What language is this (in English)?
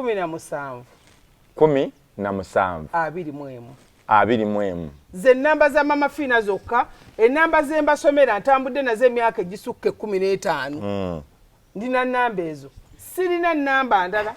Ganda